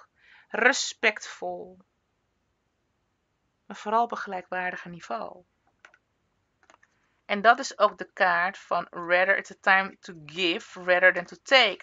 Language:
Dutch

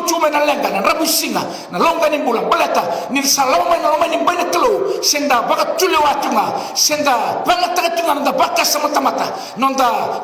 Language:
Fijian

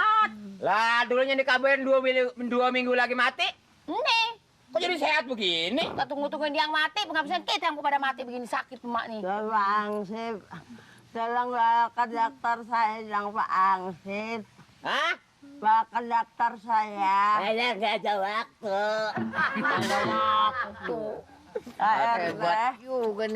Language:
Betawi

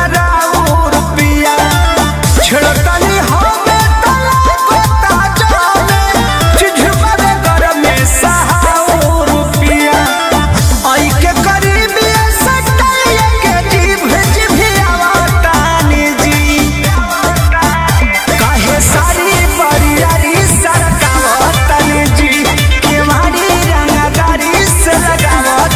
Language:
Bhojpuri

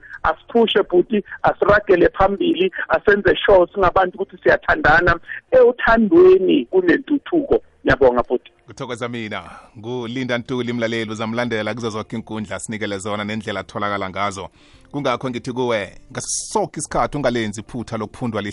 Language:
South Ndebele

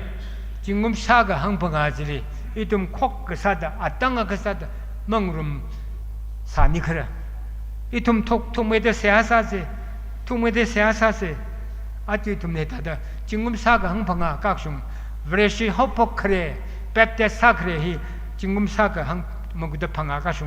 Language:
Tangkhul Naga (India)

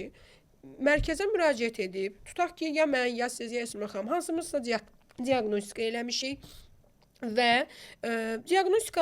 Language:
Azerbaijani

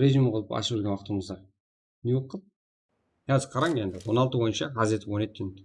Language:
Kara-Kalpak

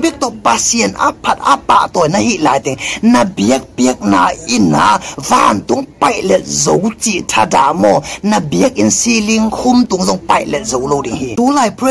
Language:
Tedim Chin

